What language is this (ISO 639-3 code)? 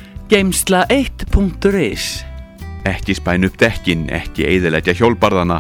isl